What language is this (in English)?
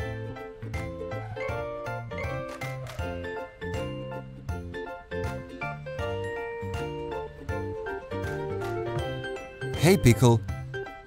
Croatian